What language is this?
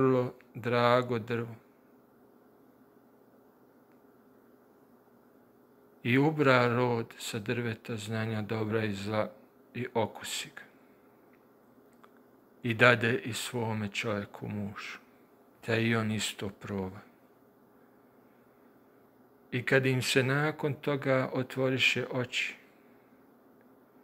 Bosnian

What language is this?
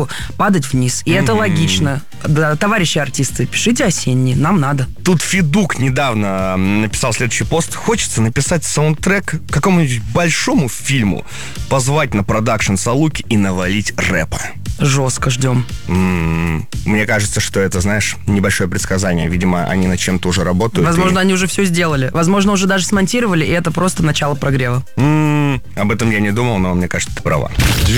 Russian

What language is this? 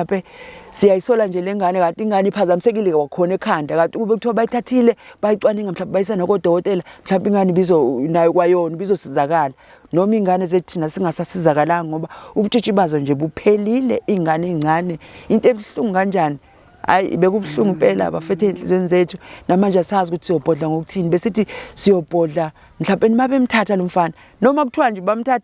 Zulu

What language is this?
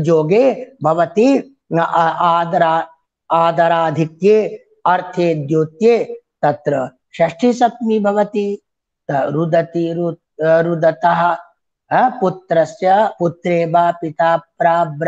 Sanskrit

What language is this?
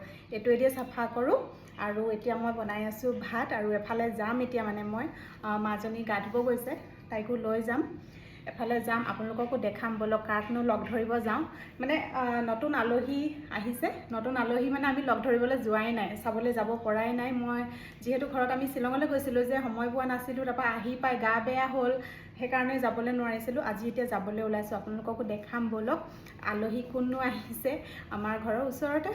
Assamese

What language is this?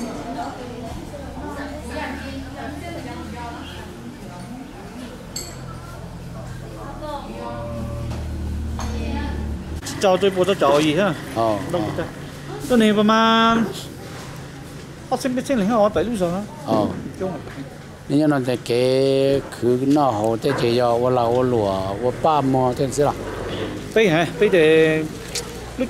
Vietnamese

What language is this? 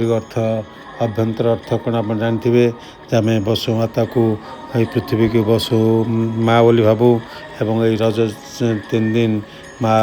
Odia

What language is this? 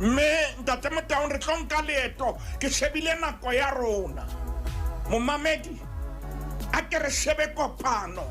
Southern Sotho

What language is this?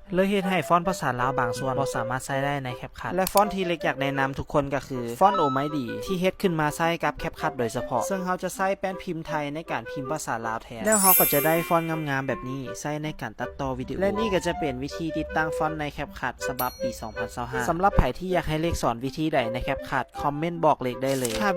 Lao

